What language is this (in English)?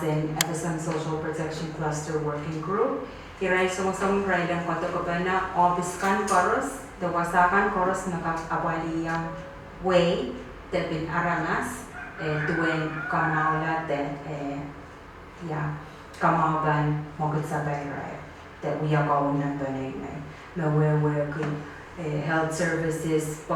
Pohnpeian